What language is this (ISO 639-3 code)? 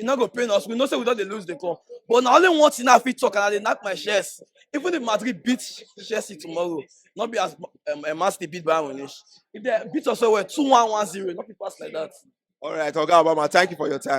pcm